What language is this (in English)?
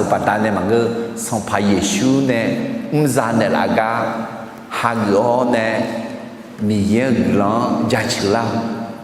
Akha